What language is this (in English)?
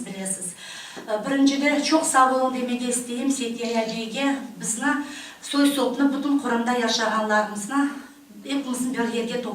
Crimean Tatar